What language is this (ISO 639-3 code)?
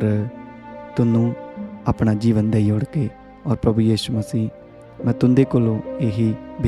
doi